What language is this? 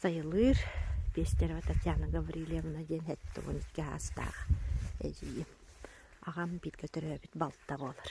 Yakut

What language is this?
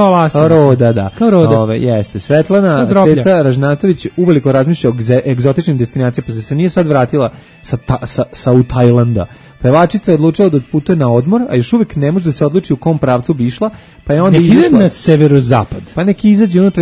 Serbian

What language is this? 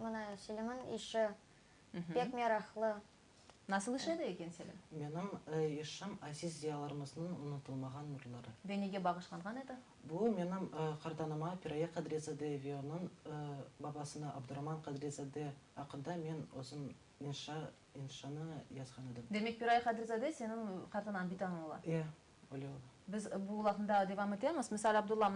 Crimean Tatar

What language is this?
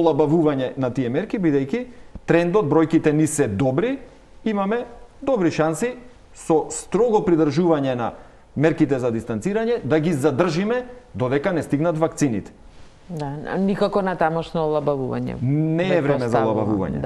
Macedonian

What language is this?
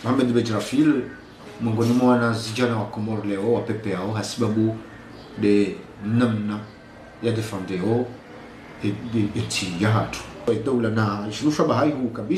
Ngazidja Comorian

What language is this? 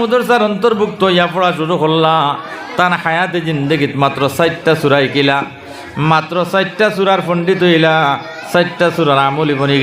Sylheti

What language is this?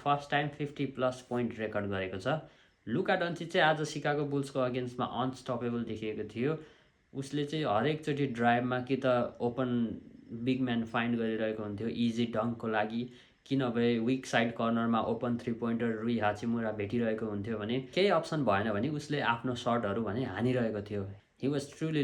Nepali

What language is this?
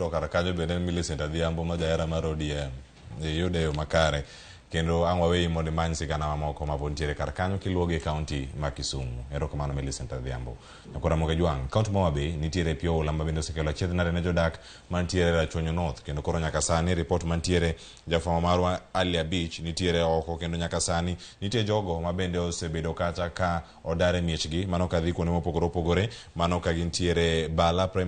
Luo (Kenya and Tanzania)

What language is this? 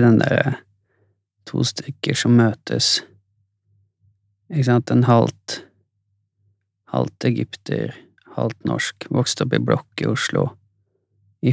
Norwegian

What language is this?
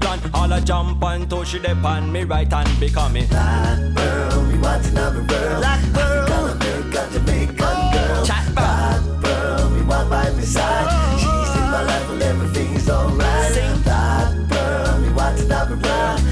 Jamaican Creole English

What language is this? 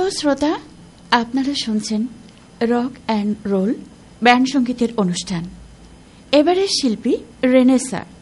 Bangla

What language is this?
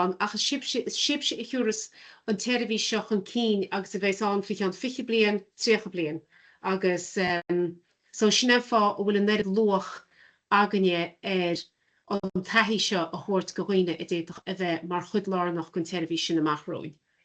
Irish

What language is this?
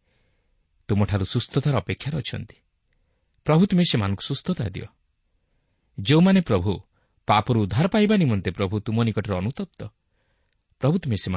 Odia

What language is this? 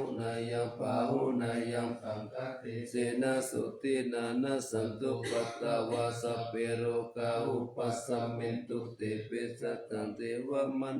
Pali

